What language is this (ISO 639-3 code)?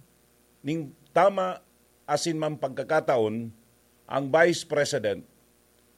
bik